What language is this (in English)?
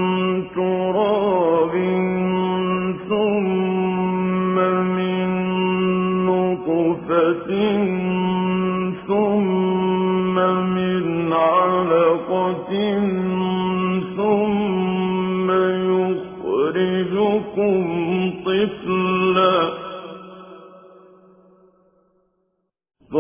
Arabic